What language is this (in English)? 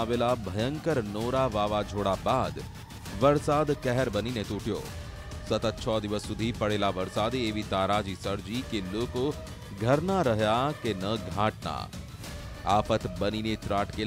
Gujarati